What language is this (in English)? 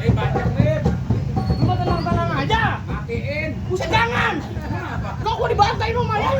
Betawi